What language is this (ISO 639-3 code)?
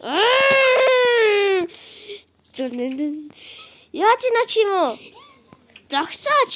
mon